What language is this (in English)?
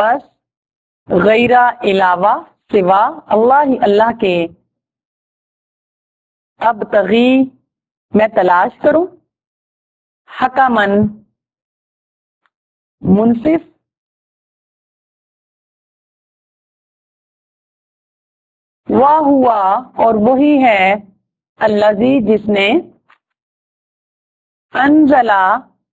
Urdu